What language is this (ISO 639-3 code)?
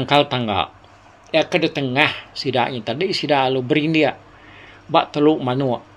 iba